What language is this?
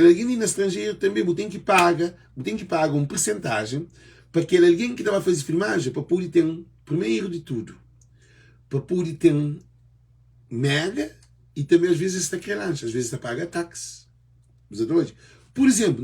Kabuverdianu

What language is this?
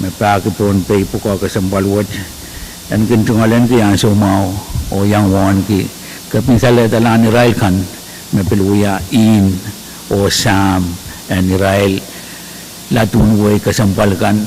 Pohnpeian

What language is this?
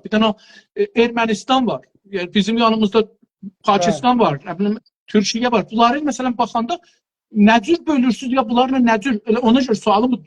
South Azerbaijani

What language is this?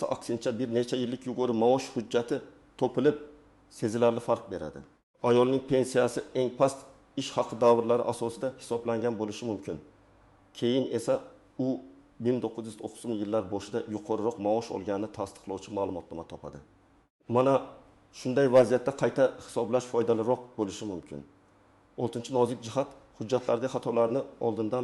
Uzbek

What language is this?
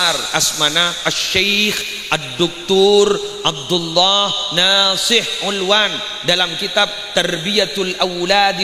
Madurese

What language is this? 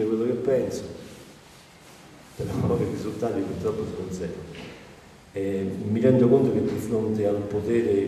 Italian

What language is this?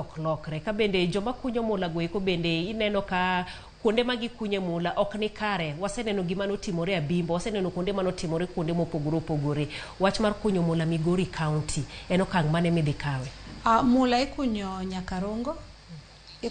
Luo (Kenya and Tanzania)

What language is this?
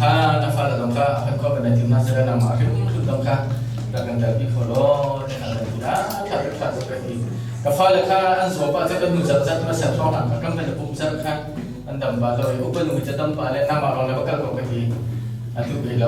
Hakha Chin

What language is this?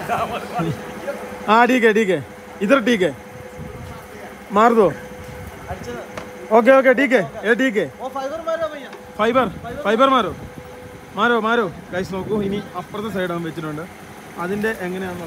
Malayalam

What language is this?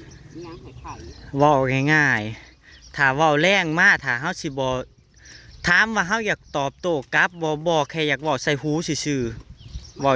Northeastern Thai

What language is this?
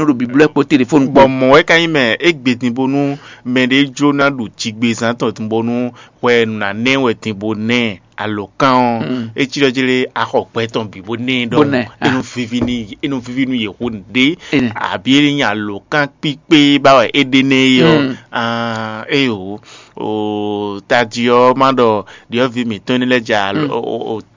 Fon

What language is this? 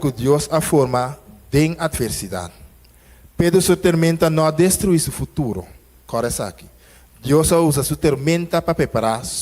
Papiamento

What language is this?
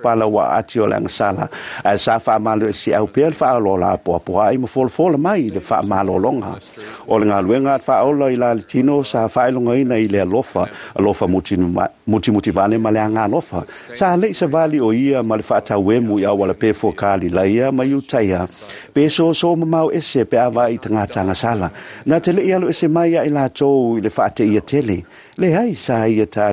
Samoan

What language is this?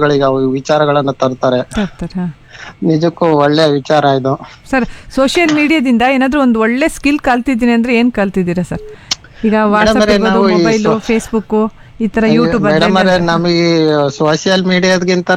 Kannada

